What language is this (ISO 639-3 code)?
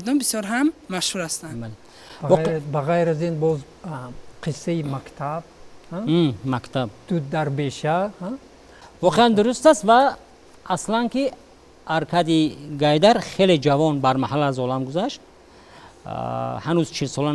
tgk